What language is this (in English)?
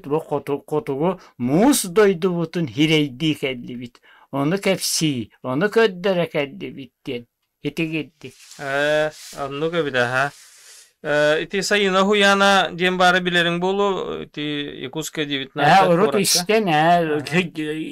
Yakut